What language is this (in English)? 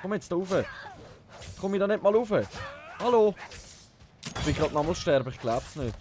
Swiss German